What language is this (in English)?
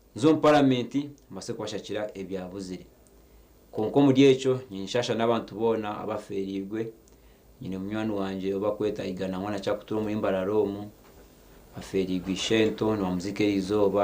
Nyankole